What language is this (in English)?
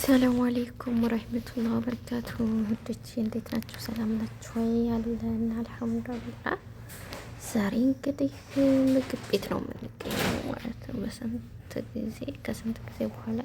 Amharic